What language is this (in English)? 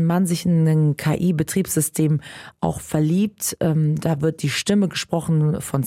German